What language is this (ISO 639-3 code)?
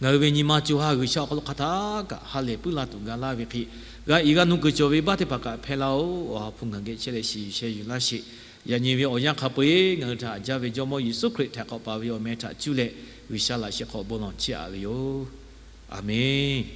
lhu